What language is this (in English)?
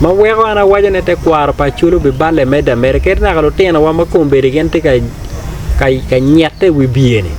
Acoli